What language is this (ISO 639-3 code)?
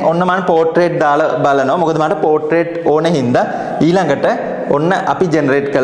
sin